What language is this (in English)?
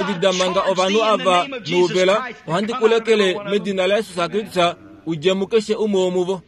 Kuanyama